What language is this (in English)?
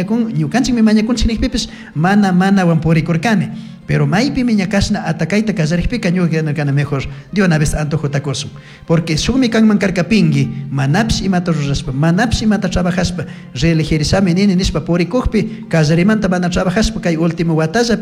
Chimborazo Highland Quichua